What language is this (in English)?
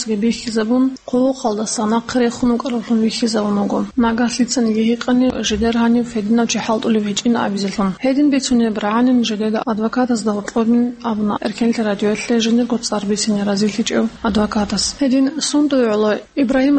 Avaric